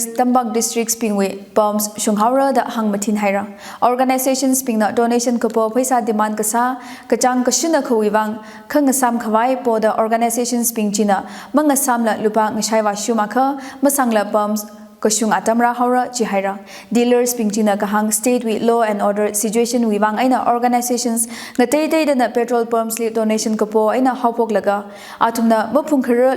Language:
Tangkhul Naga (India)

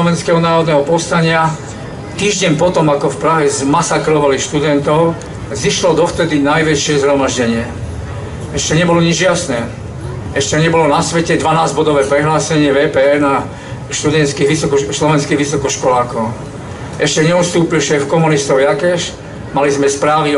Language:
Slovak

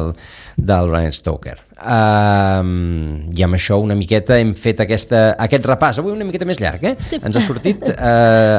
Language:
Catalan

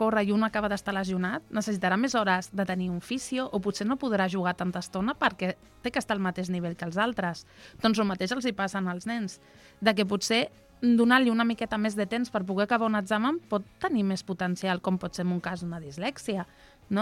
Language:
Catalan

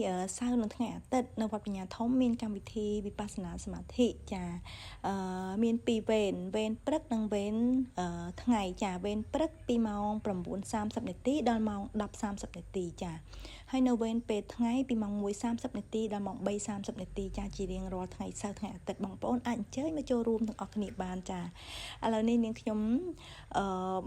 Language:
Khmer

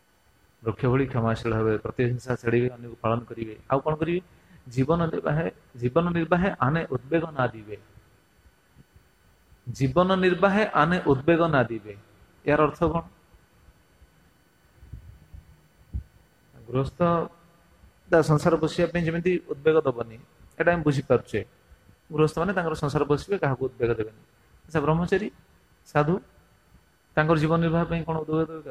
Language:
Odia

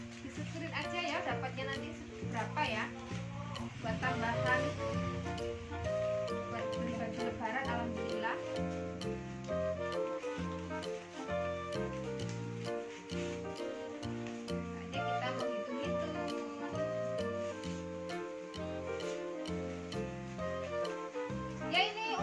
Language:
Indonesian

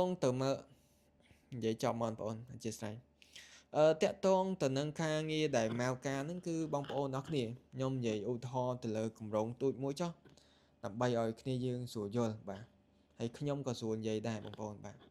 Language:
Khmer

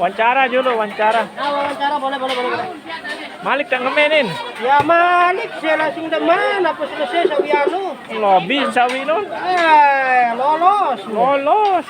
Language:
Sasak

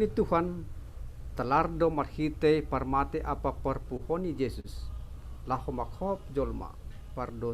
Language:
Batak Simalungun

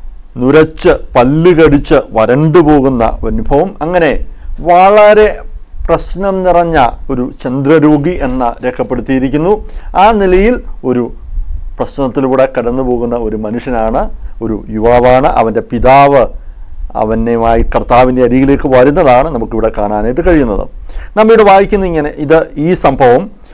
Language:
Malayalam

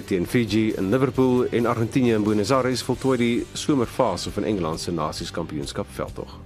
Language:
Afrikaans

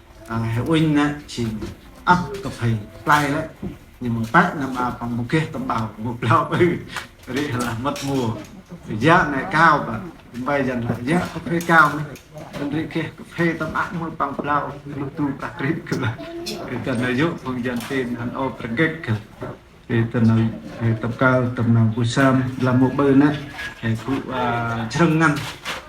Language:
Central Mnong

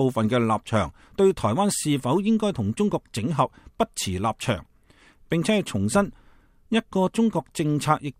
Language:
Cantonese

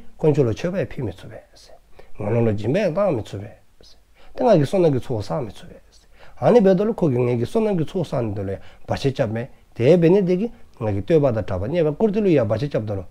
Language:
Dzongkha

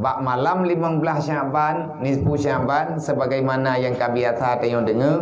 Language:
Achinese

